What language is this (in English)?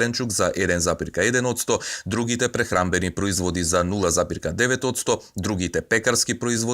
Macedonian